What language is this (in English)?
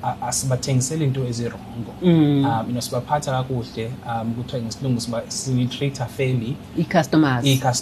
Xhosa